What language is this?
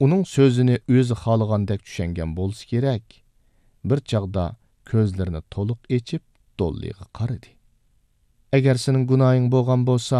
Uyghur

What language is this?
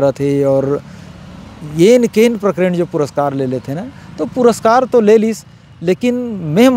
Chhattisgarhi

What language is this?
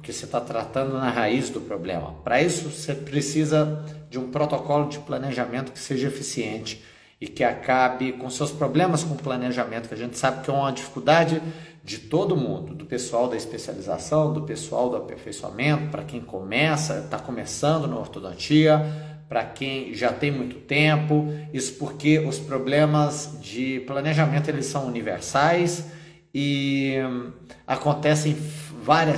Portuguese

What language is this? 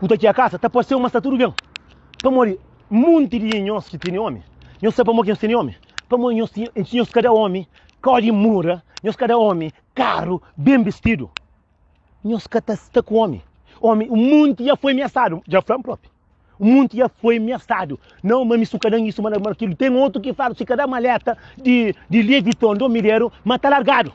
Kabuverdianu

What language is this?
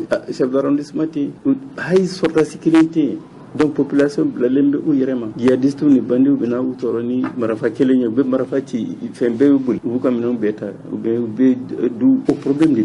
Bambara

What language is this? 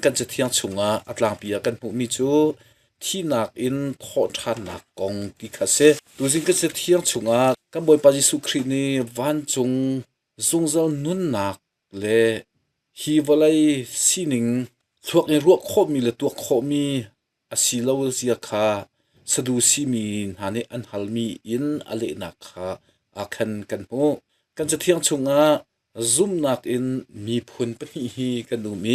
Hakha Chin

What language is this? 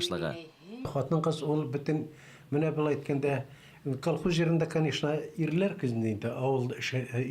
Bashkir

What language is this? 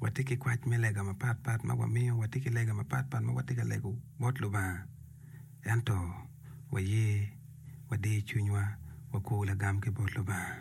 Acoli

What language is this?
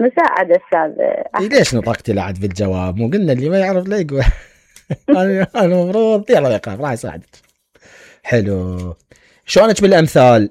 Mesopotamian Arabic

